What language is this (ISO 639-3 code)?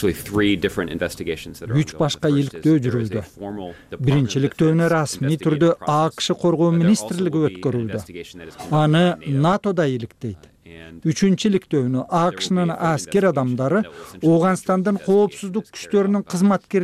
kir